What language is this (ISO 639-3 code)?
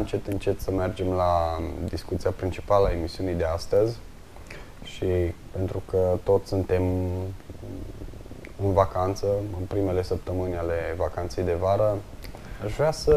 ron